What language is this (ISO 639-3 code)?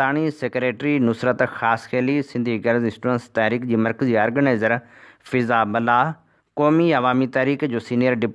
snd